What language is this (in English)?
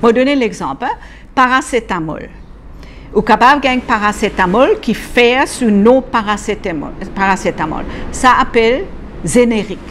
Morisyen